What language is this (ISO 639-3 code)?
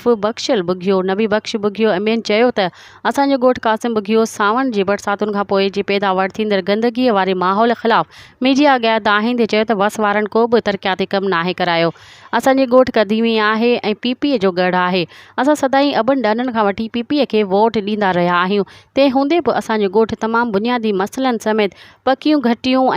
snd